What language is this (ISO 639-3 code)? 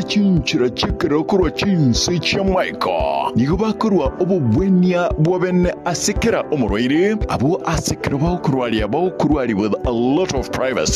guz